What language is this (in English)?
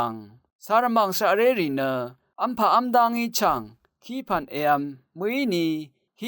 Rawang